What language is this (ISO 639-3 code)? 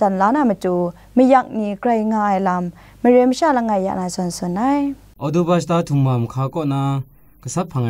kac